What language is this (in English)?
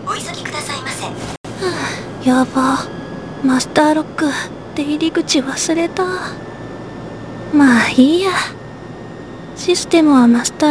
Japanese